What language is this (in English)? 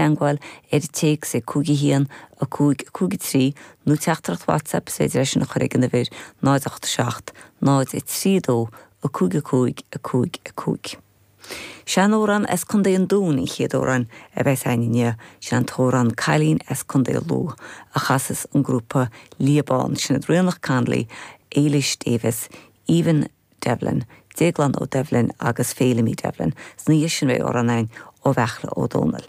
Irish